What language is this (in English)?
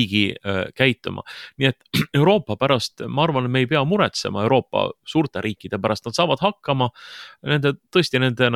Estonian